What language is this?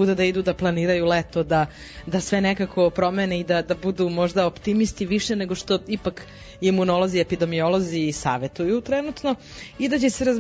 Serbian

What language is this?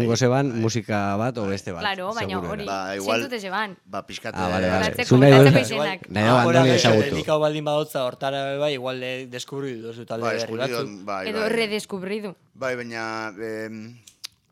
Basque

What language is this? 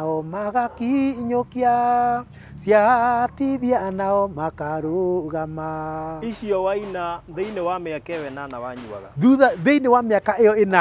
Kikuyu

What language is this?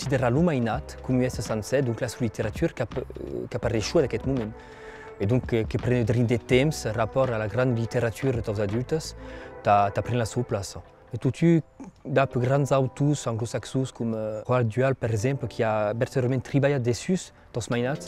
Occitan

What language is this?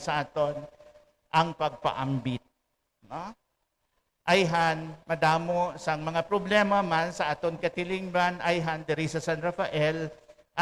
Hiligaynon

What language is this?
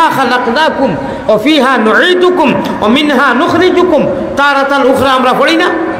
Sylheti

